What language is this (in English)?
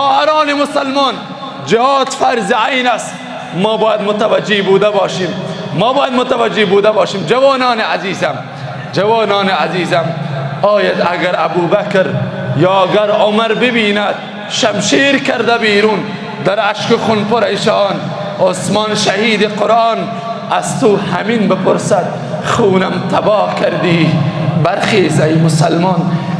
Persian